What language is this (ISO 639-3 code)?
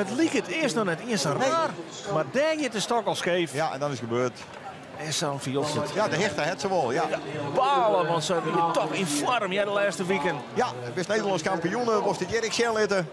fry